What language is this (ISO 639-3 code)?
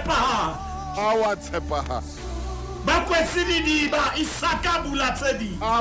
sot